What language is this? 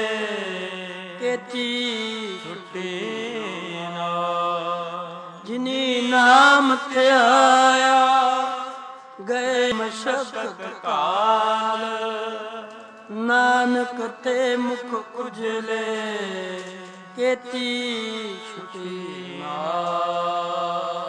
Punjabi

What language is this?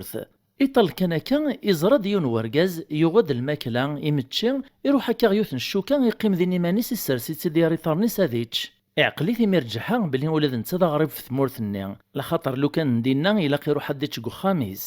Kabyle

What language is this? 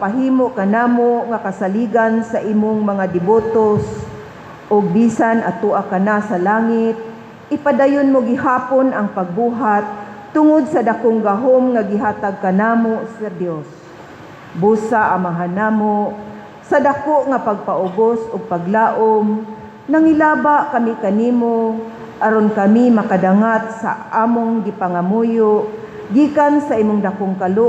Cebuano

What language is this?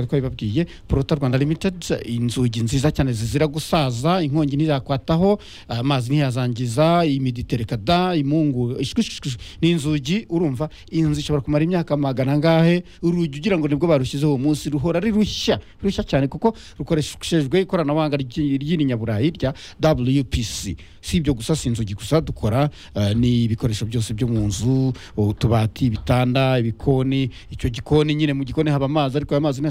Kinyarwanda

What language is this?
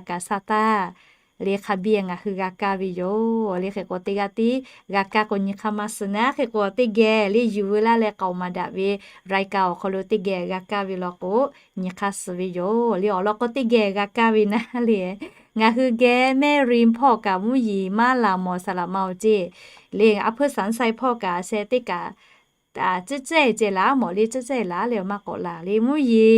Lahu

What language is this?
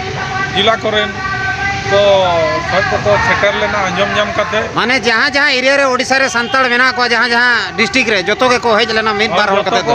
Santali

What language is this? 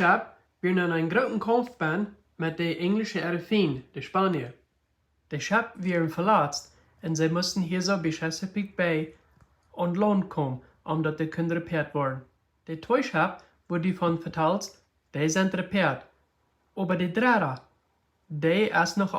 Plautdietsch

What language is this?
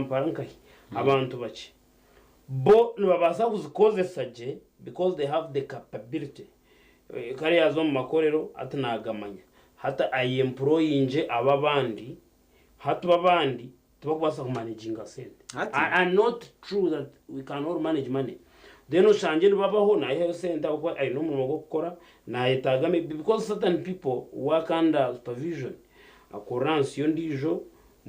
Nyankole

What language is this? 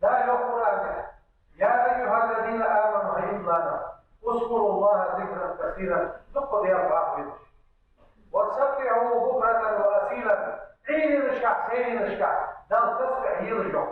Ingush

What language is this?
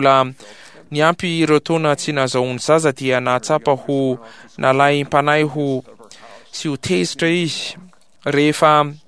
Malagasy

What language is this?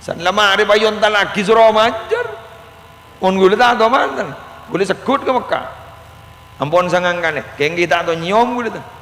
Madurese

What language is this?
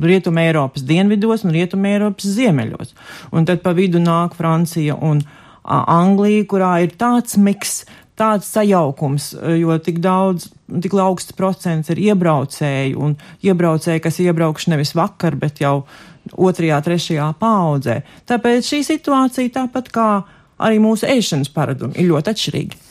Latvian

